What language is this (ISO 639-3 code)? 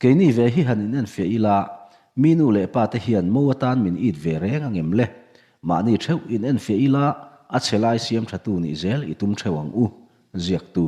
lus